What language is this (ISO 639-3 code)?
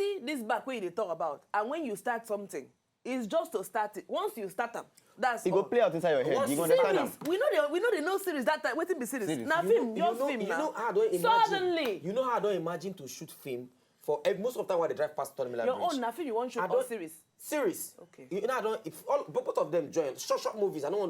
pcm